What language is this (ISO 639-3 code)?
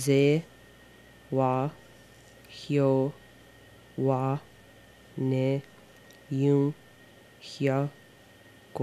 moh